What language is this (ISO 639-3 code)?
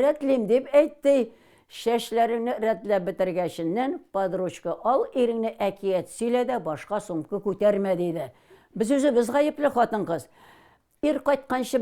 tat